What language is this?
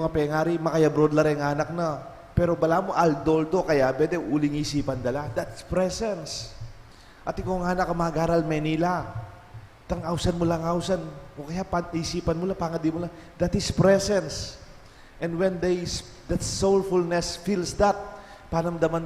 Pampanga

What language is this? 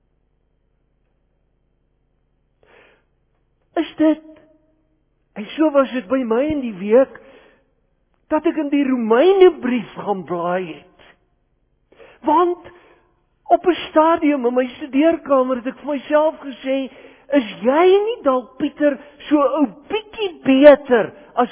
Afrikaans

